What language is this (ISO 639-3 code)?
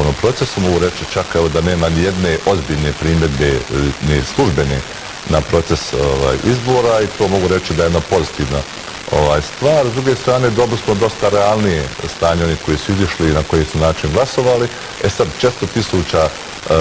bos